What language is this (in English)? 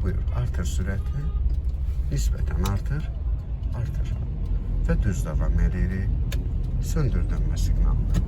Azerbaijani